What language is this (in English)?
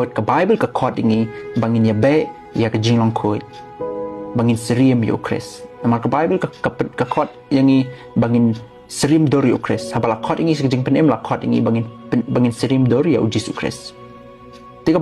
Khasi